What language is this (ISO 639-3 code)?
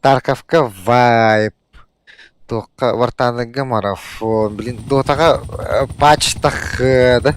sah